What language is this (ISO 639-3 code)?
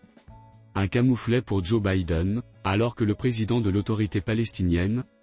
fra